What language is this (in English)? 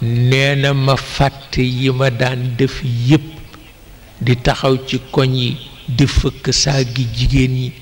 Wolof